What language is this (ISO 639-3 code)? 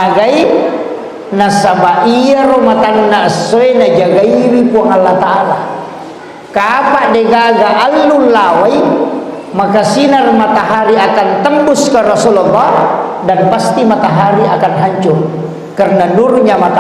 bug